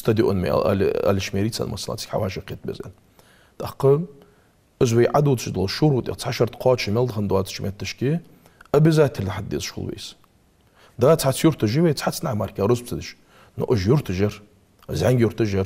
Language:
Ingush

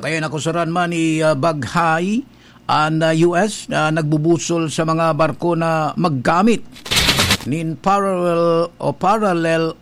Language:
Bikol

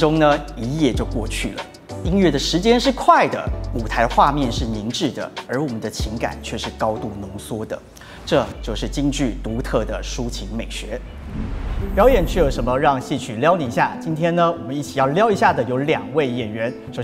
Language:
Chinese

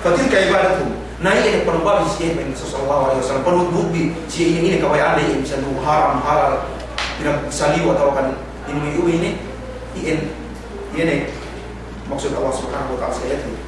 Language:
Yakan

